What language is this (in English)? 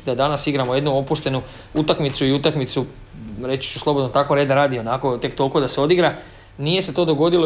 Croatian